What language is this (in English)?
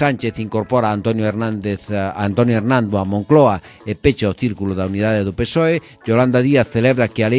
Galician